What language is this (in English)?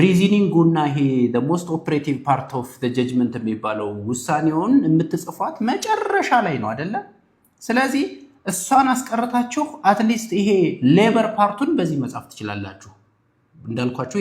Amharic